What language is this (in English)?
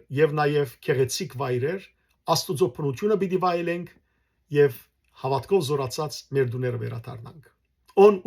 Western Armenian